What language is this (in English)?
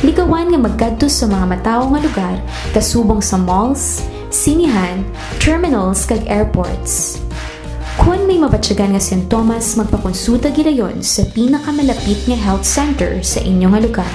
Hiligaynon